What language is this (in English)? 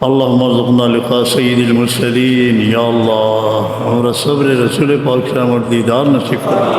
Sylheti